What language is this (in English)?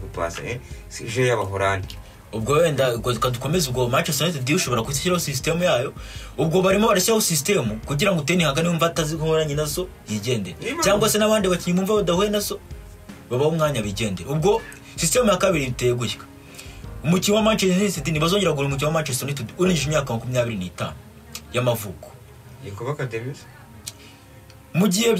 Kinyarwanda